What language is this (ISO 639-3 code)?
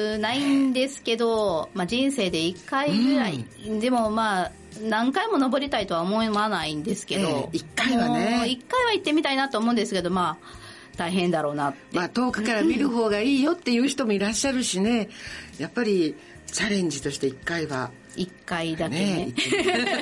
jpn